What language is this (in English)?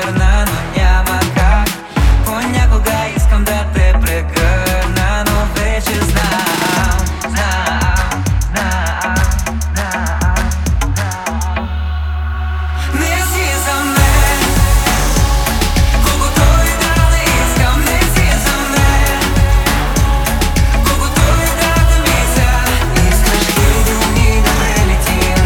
Bulgarian